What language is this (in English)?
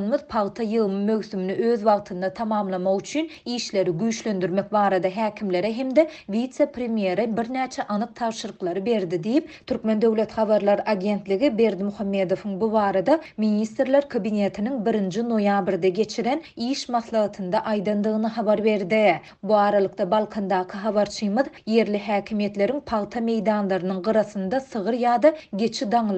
Turkmen